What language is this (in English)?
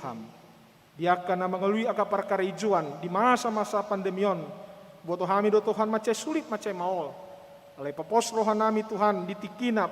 Batak Toba